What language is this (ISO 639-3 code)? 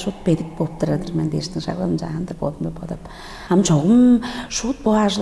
tyv